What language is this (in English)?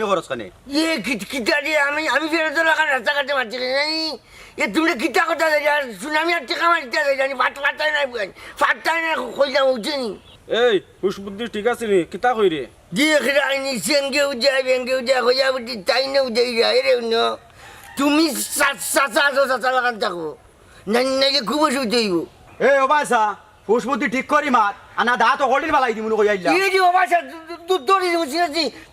Sylheti